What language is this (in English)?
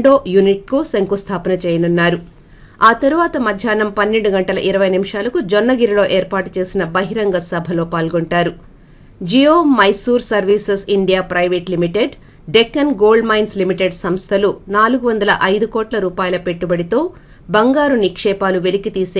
Telugu